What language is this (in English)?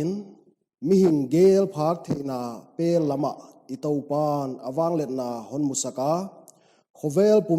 Paite Chin